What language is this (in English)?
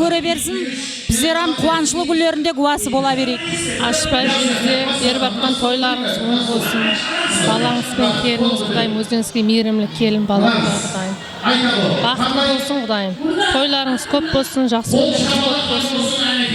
Kara-Kalpak